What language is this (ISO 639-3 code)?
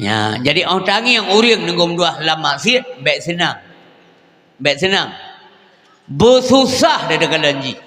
ace